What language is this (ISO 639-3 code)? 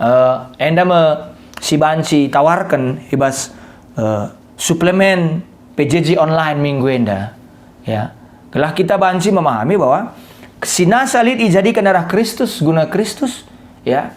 btx